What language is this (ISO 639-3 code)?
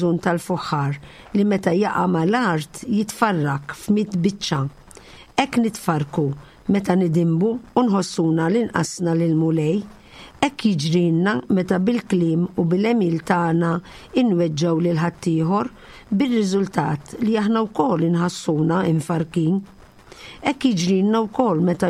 mlt